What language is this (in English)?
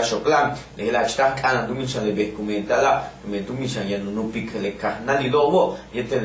Yucateco